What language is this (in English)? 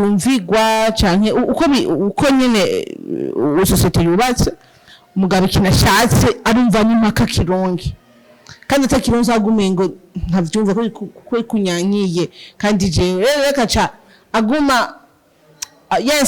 Rundi